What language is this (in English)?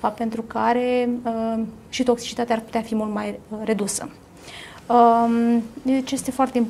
Romanian